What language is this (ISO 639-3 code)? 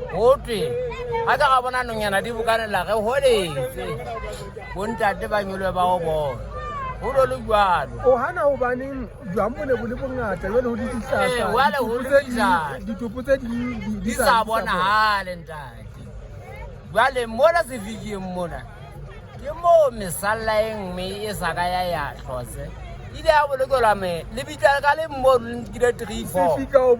sot